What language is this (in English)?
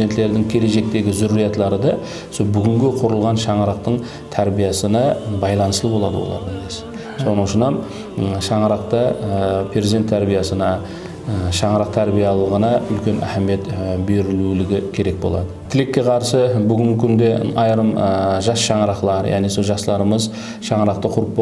Kara-Kalpak